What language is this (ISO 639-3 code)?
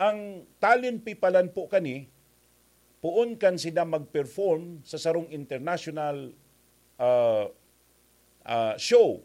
bik